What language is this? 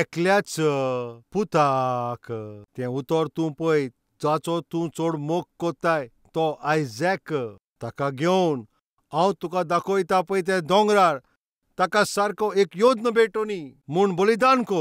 Konkani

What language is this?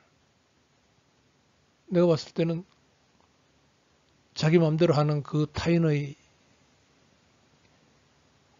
Korean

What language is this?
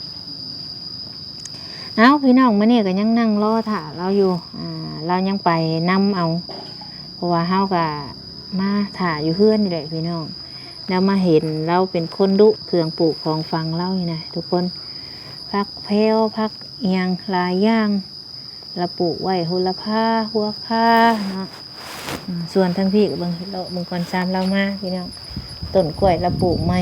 Lao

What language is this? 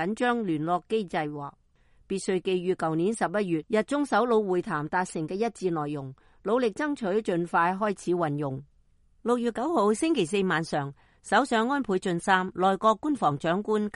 Cantonese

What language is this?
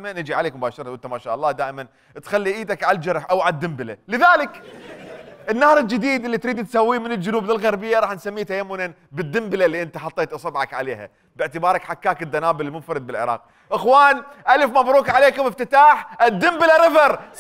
Mesopotamian Arabic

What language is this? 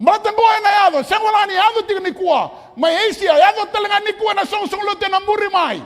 Fijian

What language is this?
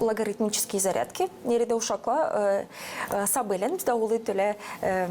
Gagauz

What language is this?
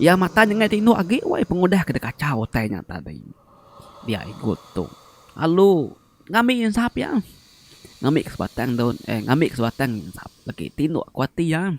Iban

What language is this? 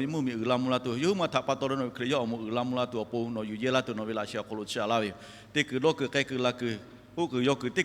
Lahu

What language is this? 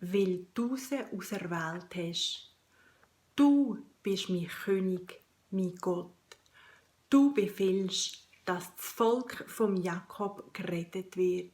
Swiss German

